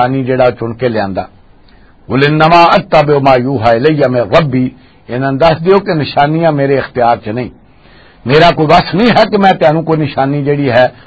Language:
Western Panjabi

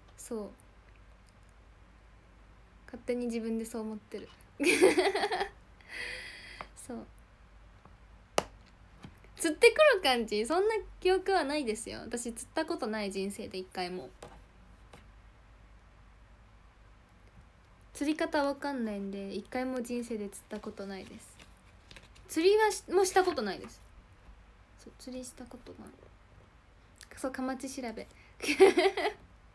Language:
Japanese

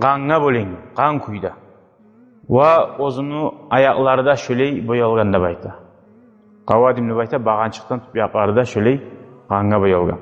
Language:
Kumyk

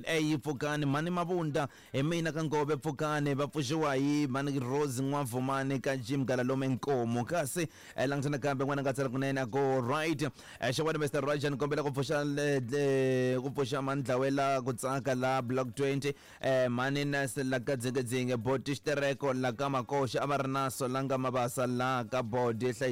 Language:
Tsonga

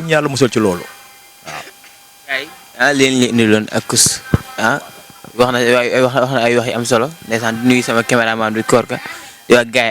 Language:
Wolof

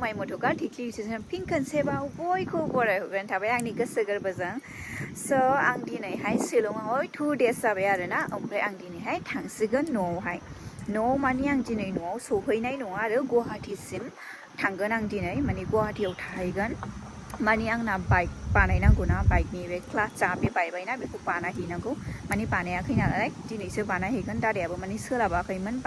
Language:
Bodo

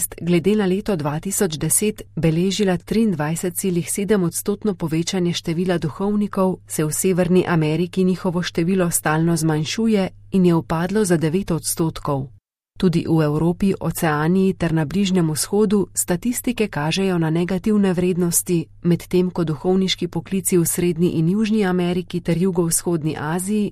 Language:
Slovenian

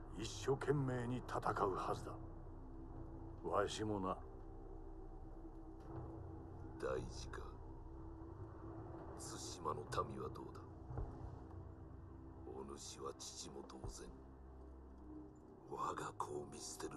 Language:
Japanese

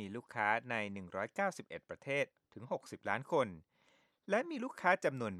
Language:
Thai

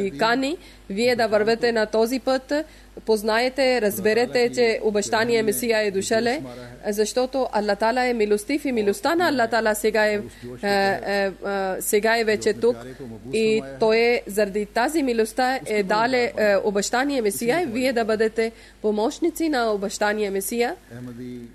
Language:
Bulgarian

